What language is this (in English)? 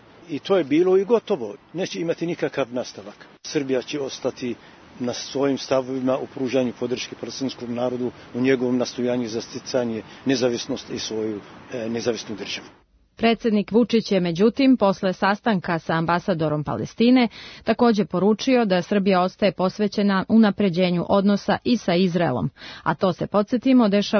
Serbian